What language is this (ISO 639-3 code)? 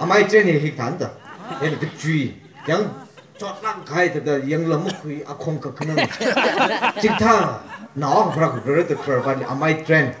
nmf